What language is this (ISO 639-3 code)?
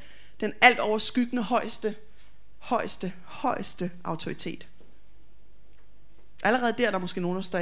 dan